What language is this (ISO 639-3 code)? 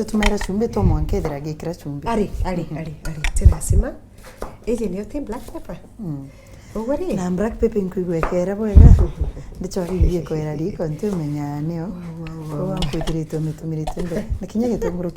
mer